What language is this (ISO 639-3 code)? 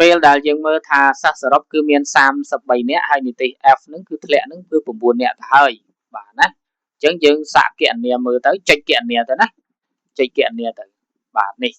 khm